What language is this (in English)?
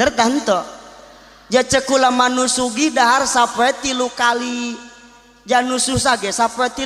Sundanese